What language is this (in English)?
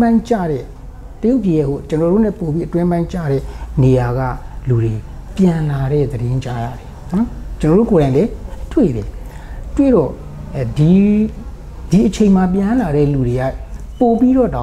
Burmese